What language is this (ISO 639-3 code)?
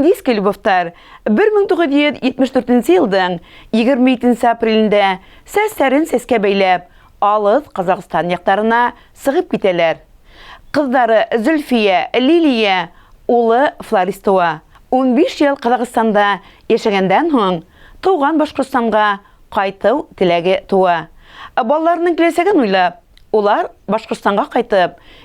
bak